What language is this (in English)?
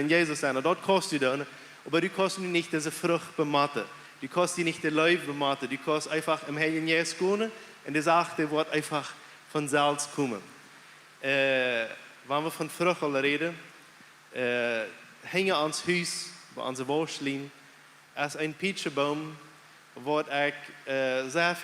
Plautdietsch